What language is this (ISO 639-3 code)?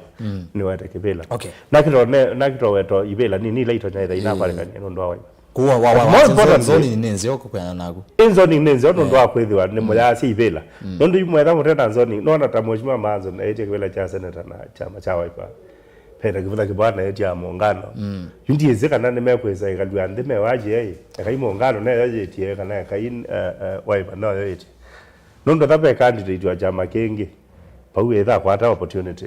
kam